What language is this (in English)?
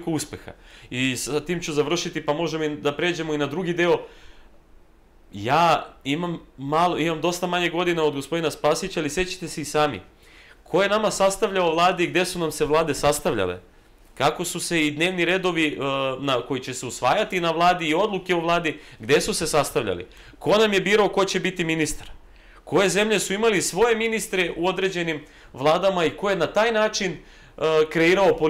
Serbian